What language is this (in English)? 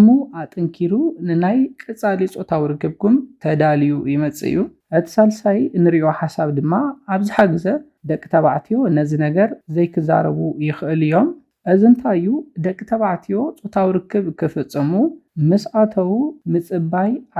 Tigrinya